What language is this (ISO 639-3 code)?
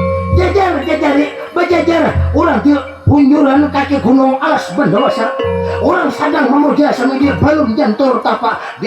bjn